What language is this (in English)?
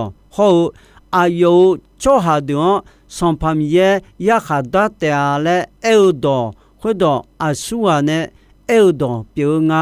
Akha